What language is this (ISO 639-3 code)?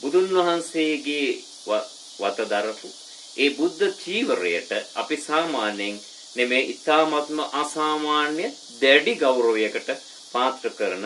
sin